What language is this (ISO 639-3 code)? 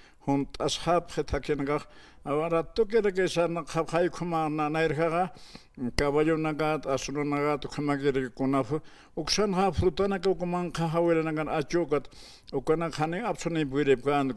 aym